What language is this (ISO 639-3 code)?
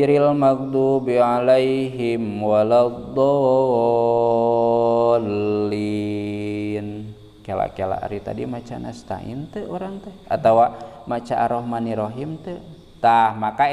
sun